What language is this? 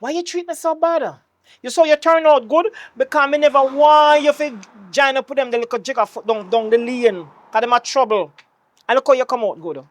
Jamaican Creole English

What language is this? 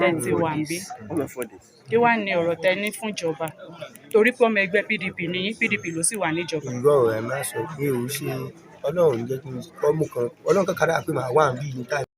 Yoruba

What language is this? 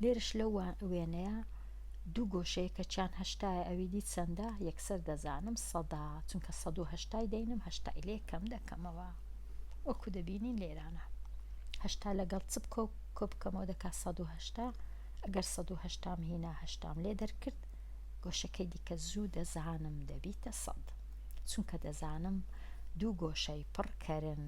Central Kurdish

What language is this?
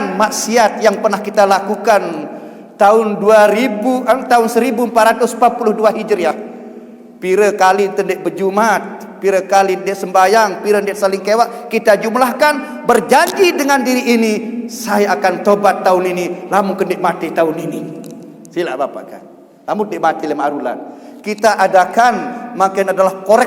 Sasak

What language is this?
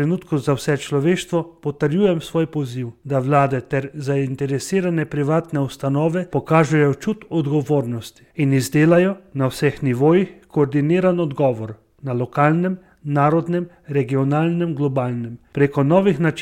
Slovenian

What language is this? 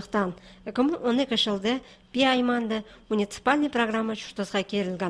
Khakas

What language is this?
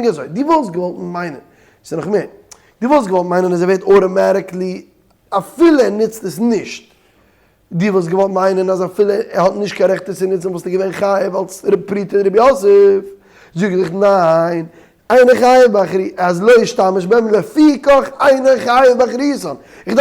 Yiddish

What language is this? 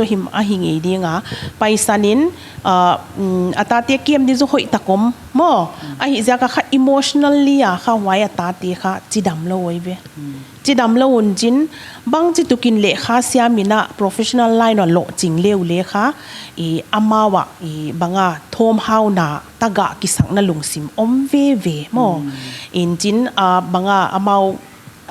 Paite Chin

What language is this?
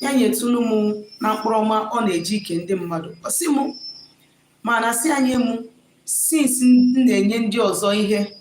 Igbo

